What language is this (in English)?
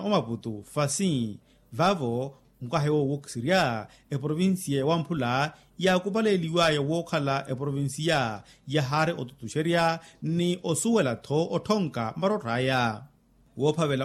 Makhuwa